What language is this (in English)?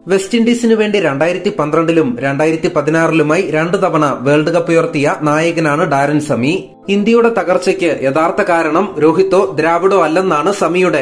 Malayalam